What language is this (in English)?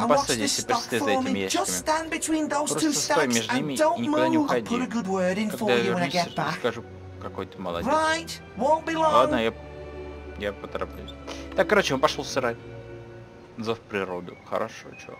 Russian